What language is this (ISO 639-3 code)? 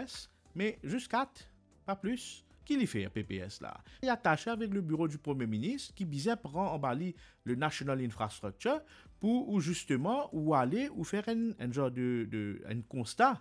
mfe